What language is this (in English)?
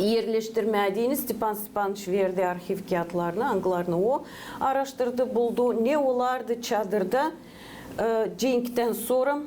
Gagauz